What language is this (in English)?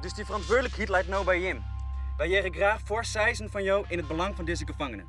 Western Frisian